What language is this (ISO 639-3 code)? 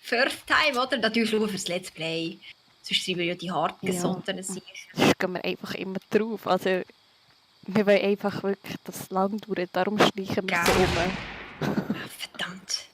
gsw